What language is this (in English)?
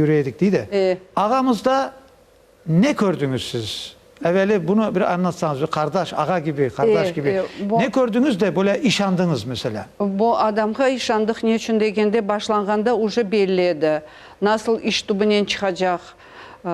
Crimean Tatar